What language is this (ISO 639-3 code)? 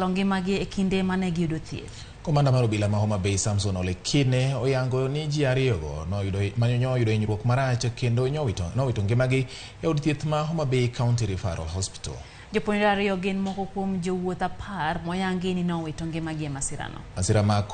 luo